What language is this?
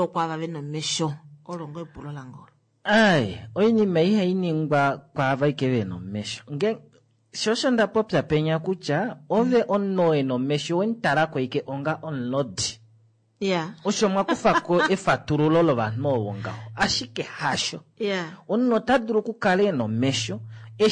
Kuanyama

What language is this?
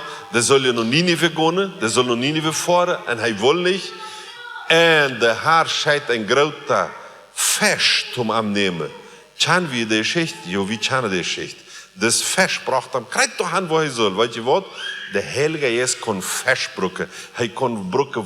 Plautdietsch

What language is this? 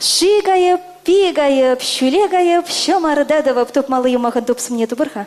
Chuvash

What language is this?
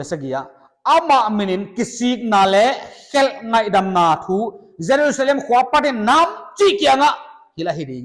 Paite Chin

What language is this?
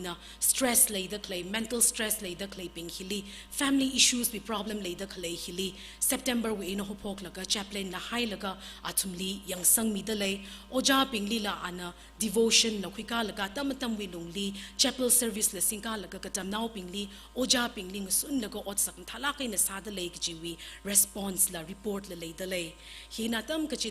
Tangkhul Naga (India)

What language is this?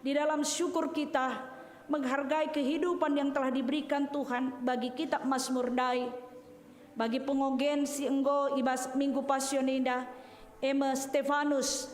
Batak Karo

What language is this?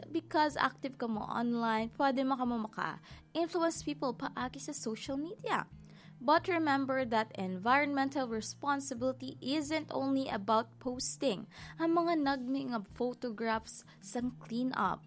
Hiligaynon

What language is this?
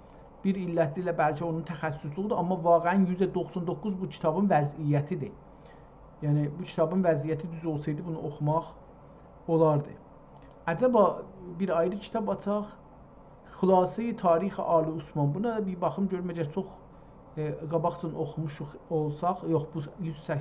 South Azerbaijani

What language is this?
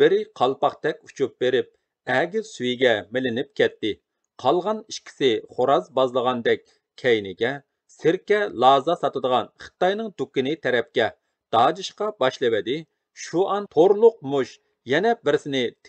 Uyghur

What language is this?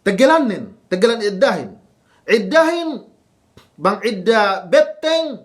Yakan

